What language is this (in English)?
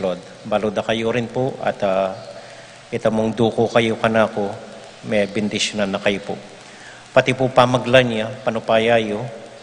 Pampanga